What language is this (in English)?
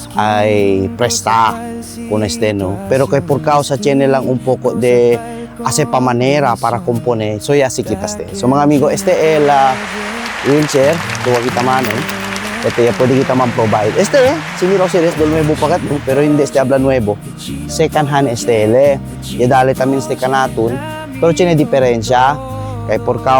Chavacano